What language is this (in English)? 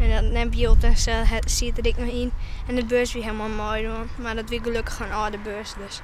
Western Frisian